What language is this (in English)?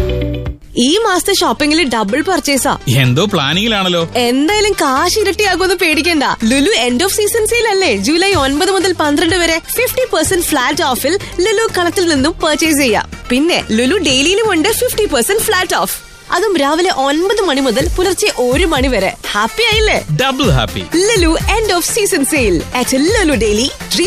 Malayalam